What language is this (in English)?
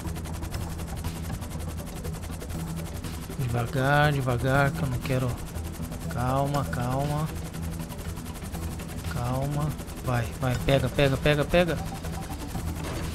Portuguese